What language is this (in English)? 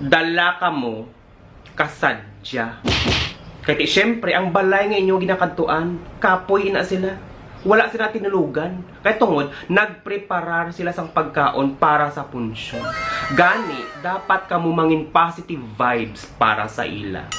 Hiligaynon